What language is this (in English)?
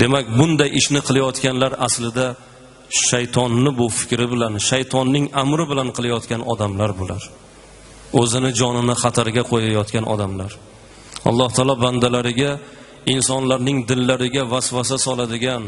Uzbek